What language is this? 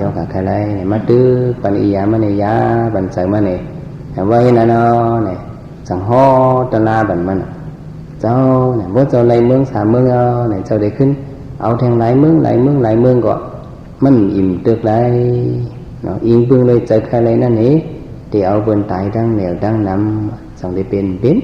Shan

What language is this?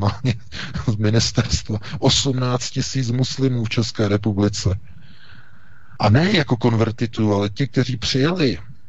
Czech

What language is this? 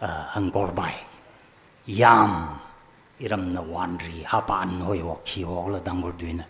Tangkhul Naga (India)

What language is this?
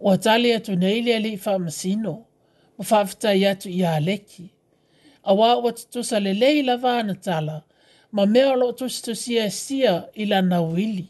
Samoan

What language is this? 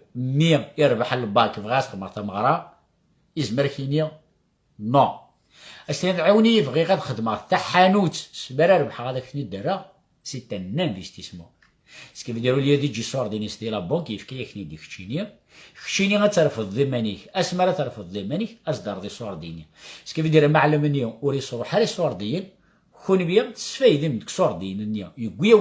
Kabyle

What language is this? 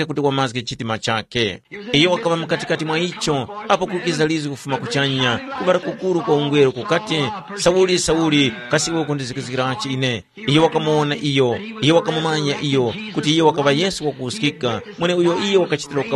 Tumbuka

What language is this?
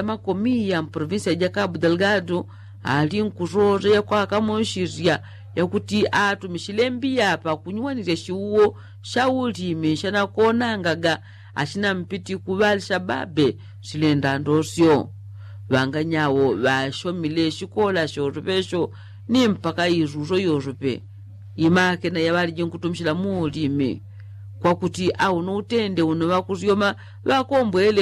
Yao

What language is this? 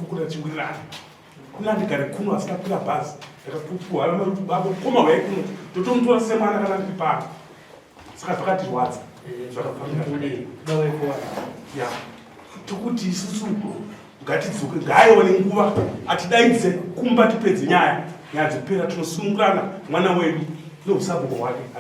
Shona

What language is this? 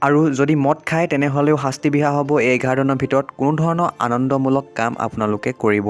Assamese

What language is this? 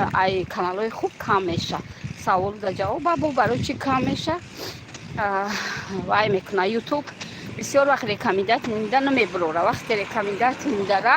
Tajik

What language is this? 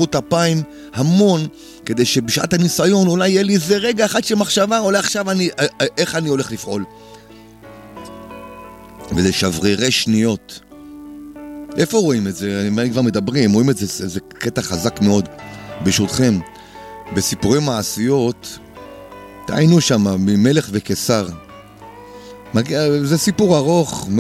Hebrew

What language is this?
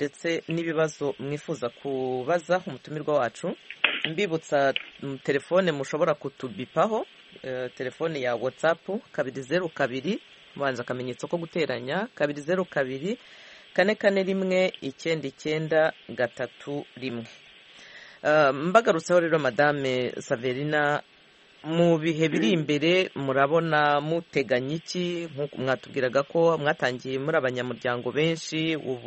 Kinyarwanda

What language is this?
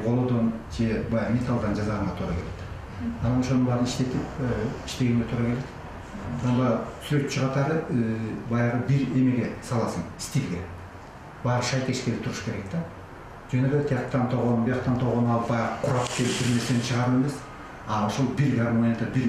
Kyrgyz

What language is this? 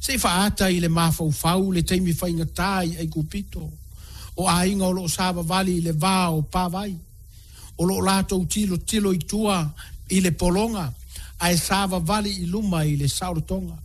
Samoan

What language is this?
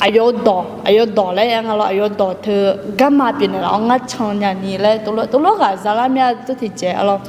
Akha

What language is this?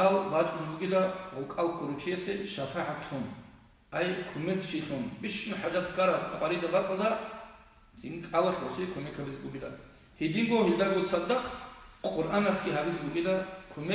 Avaric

